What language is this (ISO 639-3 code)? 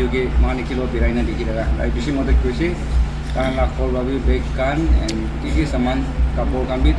nag